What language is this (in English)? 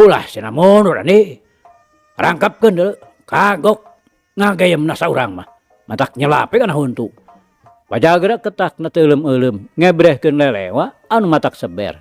Sundanese